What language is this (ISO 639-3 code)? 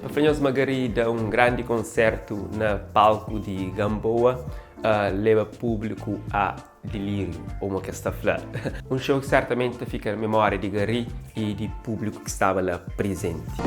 kea